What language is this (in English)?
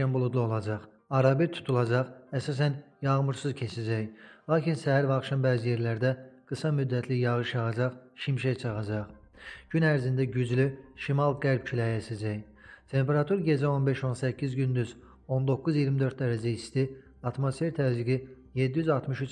Azerbaijani